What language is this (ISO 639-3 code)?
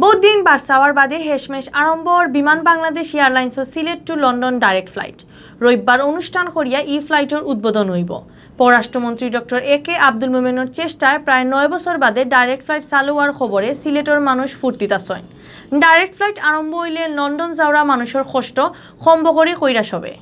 syl